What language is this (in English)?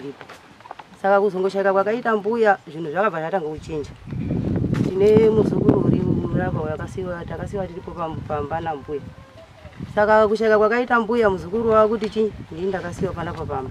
Shona